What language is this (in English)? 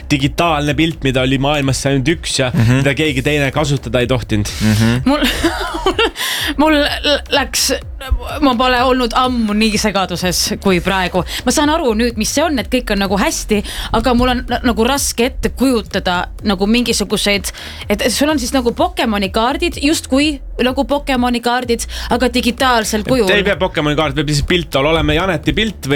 Estonian